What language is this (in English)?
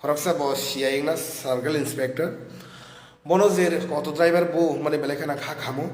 Kok Borok